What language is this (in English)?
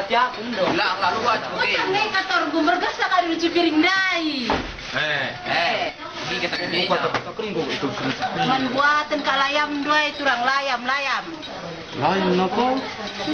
Batak Karo